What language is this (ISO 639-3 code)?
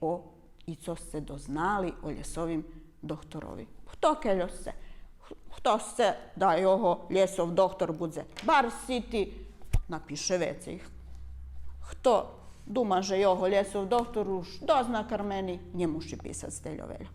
rue